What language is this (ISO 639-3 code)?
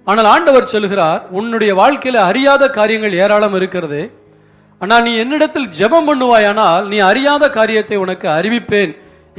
tam